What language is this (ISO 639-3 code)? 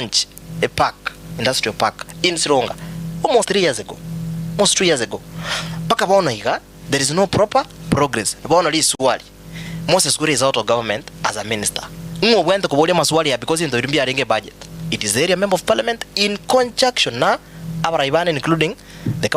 guz